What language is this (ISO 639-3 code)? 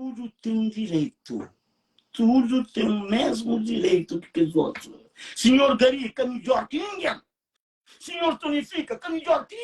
kea